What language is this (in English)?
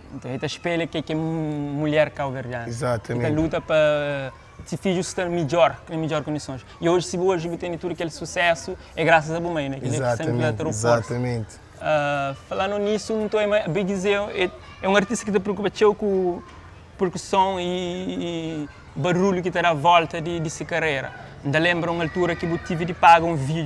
Kabuverdianu